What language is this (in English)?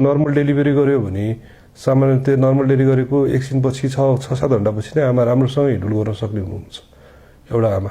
Nepali